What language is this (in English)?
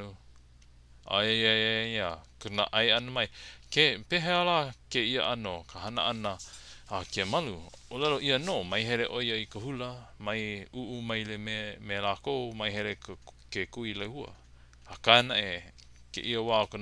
Hawaiian